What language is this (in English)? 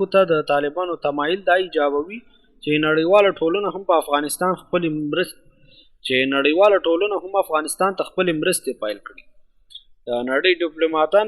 Pashto